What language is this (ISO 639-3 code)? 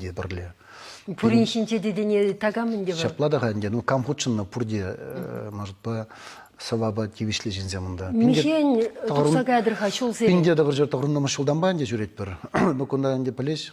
chv